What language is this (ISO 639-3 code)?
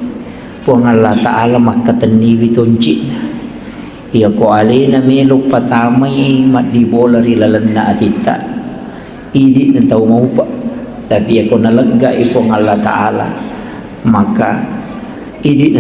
bug